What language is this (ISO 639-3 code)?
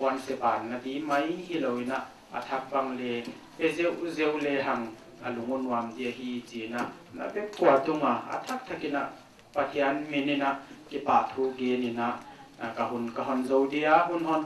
pck